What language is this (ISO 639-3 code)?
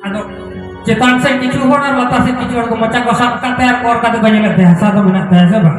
sat